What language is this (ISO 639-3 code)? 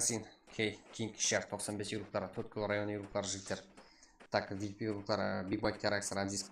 kaa